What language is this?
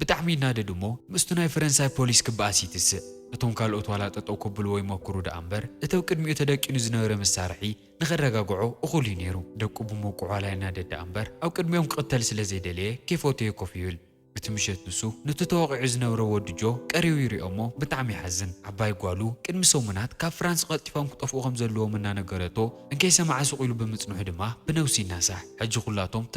Tigrinya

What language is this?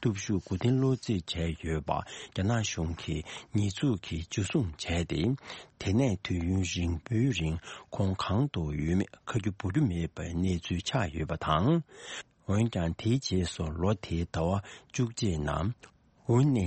Tibetan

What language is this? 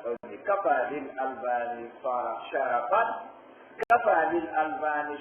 Pular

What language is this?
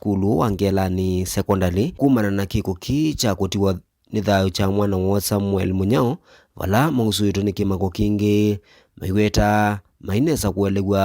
Kamba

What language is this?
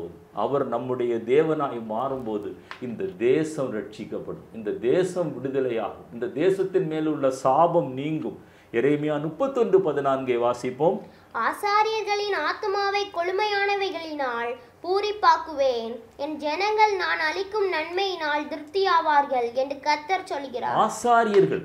Tamil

